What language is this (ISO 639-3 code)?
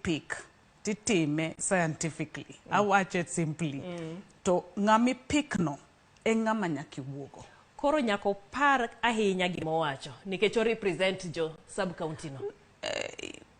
luo